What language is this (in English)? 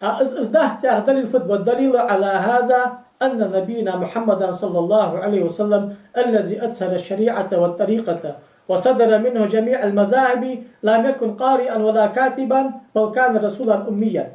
Ingush